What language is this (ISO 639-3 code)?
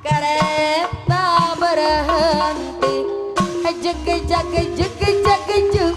bew